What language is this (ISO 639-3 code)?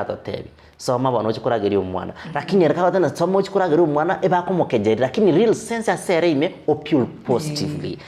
guz